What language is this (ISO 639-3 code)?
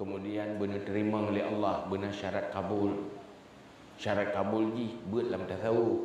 ace